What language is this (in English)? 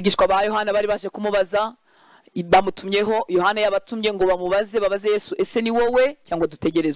Kinyarwanda